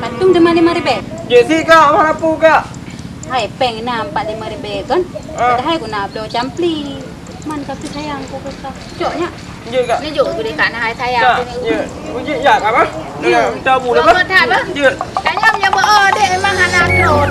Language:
Achinese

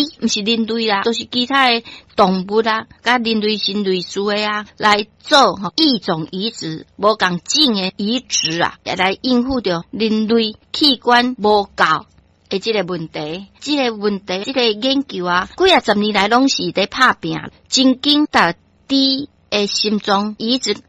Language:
Min Nan Chinese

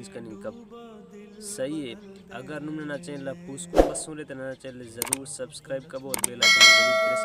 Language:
Brahui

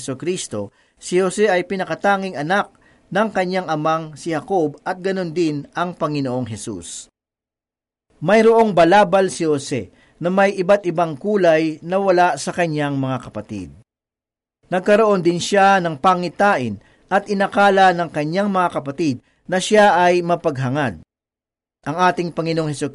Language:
Filipino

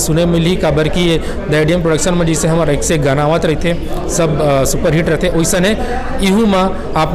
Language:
Chhattisgarhi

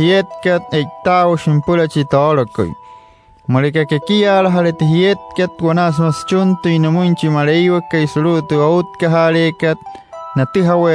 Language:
Wayuu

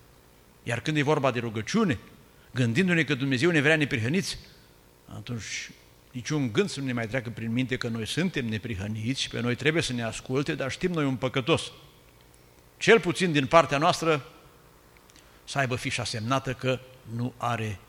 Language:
Romanian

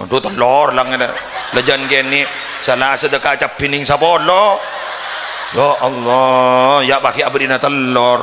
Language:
Madurese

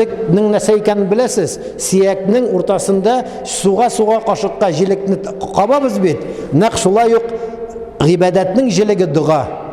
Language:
Tatar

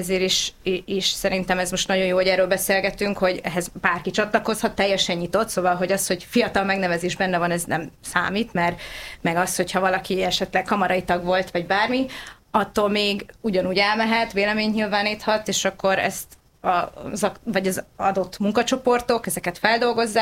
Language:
Hungarian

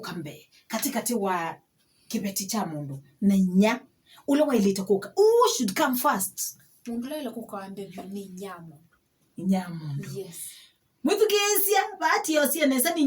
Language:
Kamba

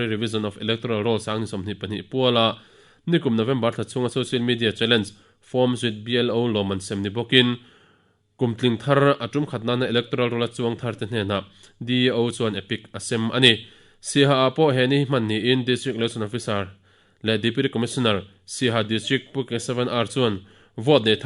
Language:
Mizo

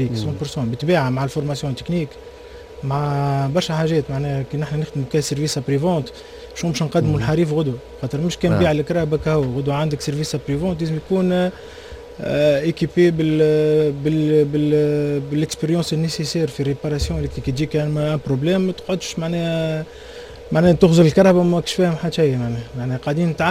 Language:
Tunisian Arabic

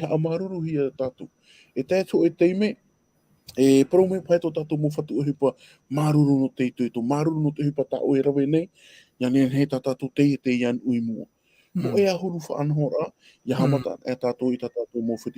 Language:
Tahitian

